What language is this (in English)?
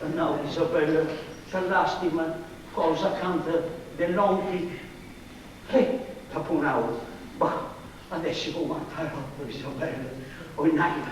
Sardinian